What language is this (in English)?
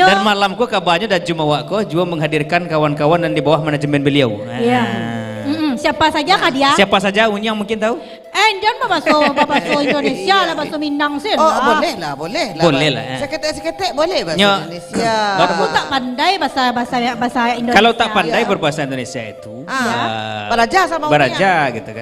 Minangkabau